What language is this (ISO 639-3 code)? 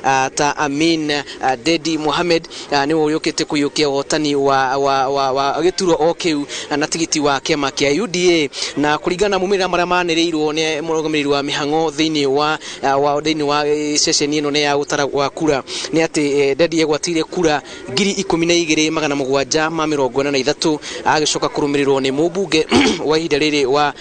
kik